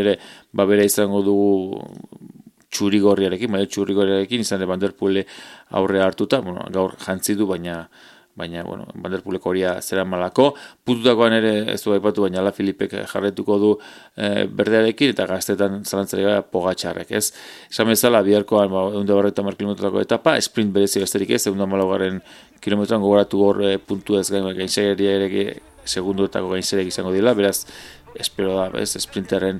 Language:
Basque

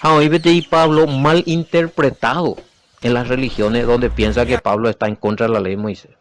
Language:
Guarani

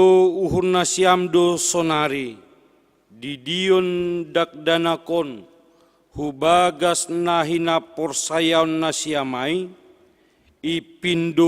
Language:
Batak Simalungun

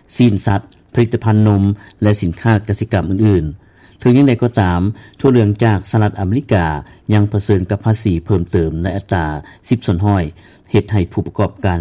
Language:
Lao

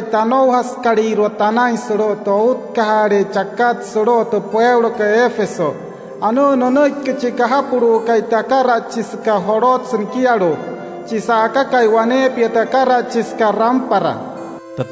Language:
Wayuu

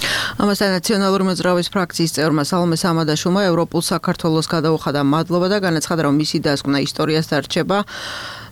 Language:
Georgian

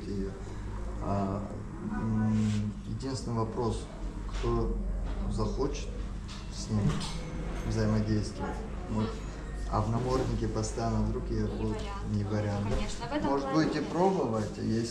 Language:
Russian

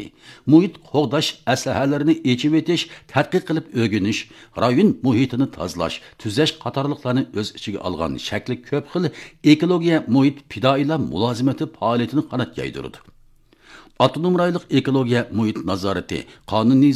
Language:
Uyghur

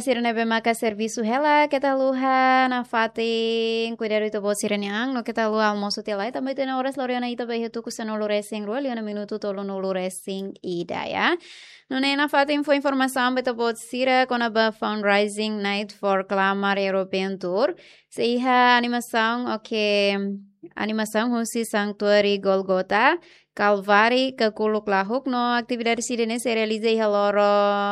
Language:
Tetum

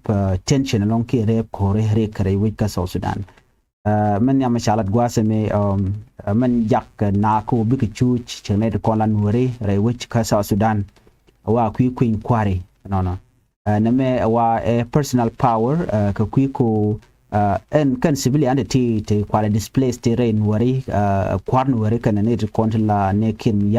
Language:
Nuer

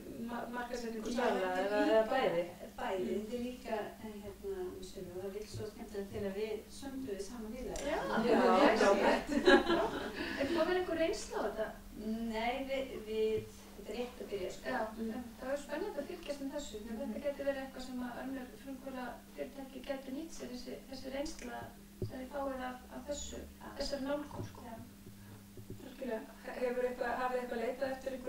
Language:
Icelandic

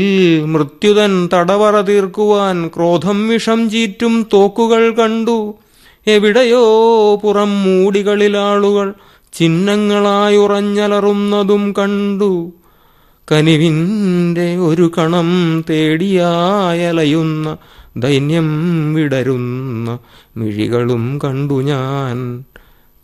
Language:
Malayalam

